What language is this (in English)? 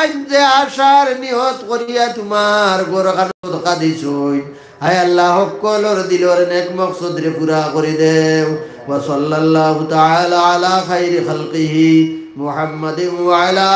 Sylheti